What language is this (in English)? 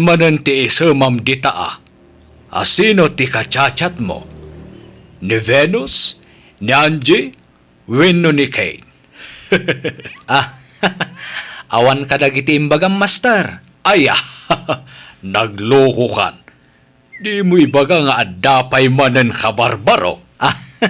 Iloko